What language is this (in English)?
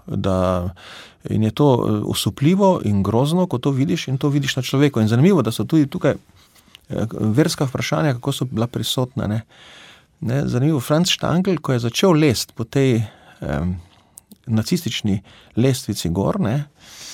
Slovenian